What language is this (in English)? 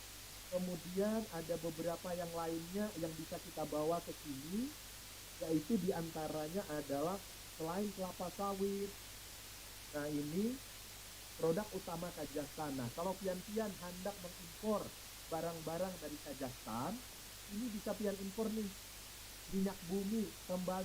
Banjar